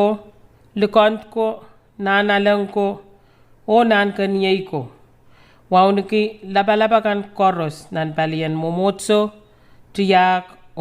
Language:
Pohnpeian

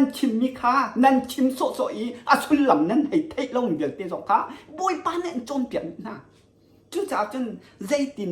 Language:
Hakha Chin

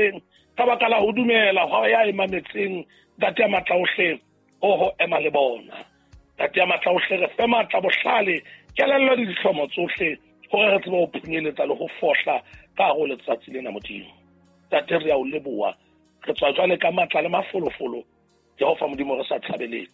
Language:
Southern Sotho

